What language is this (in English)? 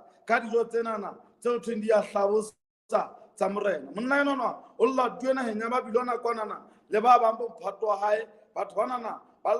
Southern Sotho